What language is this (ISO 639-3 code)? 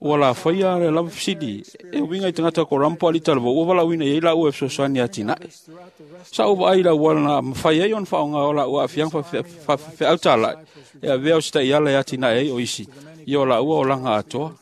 smo